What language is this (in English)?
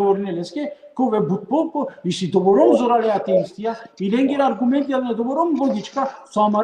Balkan Romani